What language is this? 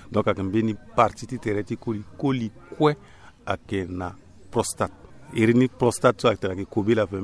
Sango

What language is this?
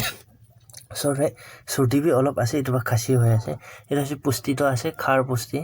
Naga Pidgin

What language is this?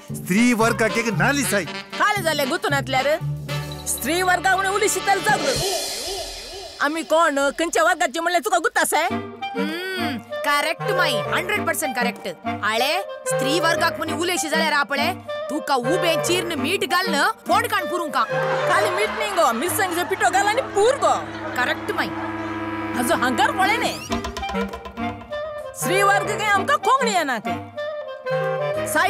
Konkani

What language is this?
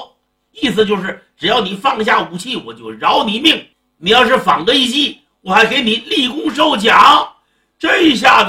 Chinese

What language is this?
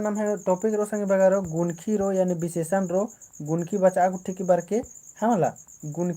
Kurukh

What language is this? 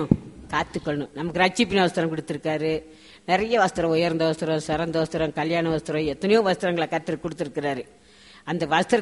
Tamil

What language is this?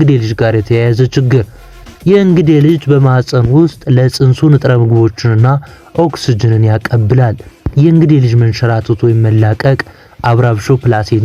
Amharic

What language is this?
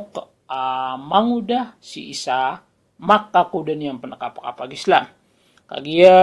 Maranao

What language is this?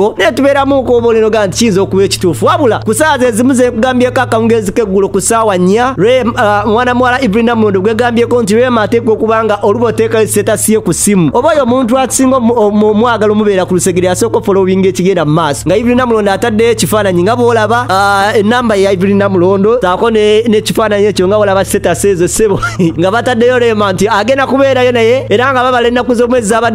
Ganda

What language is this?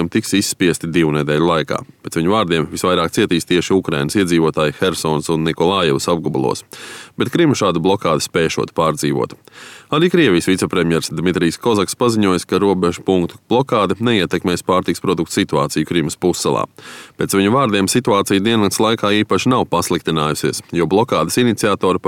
Latvian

